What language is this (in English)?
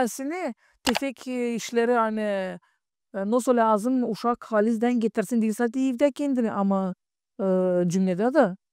Gagauz